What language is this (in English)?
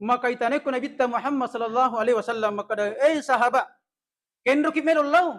Buginese